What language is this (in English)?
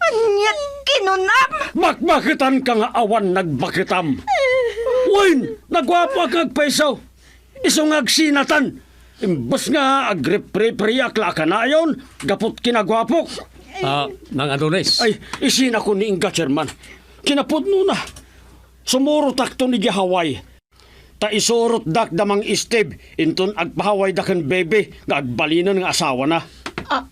Iloko